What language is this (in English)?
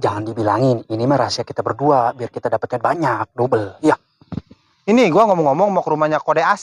Betawi